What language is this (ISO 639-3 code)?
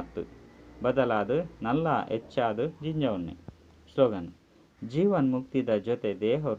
tcy